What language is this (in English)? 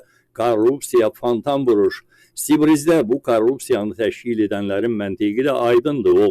Azerbaijani